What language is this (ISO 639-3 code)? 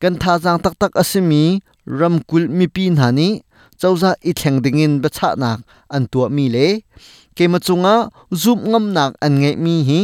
cnh